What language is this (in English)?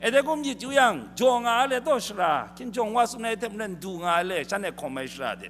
Kachin